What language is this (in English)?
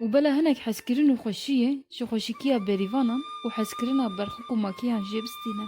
Kurdish